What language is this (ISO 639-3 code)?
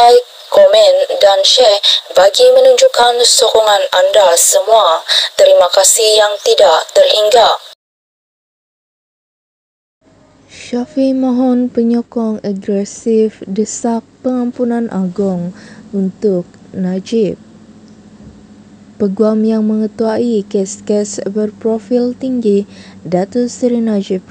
msa